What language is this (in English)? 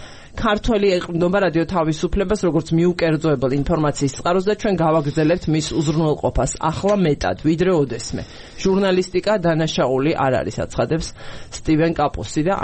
Georgian